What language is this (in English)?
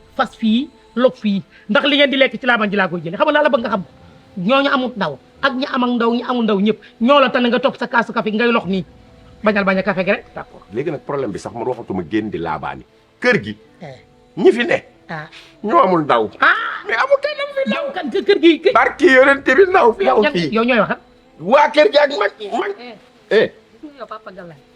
Wolof